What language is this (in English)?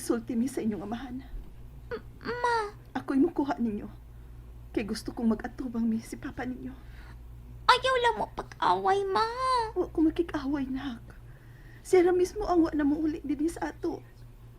Cebuano